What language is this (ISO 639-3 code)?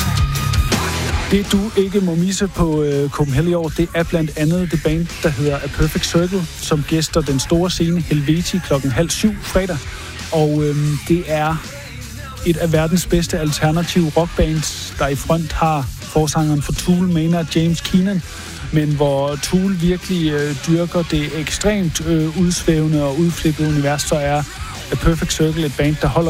dan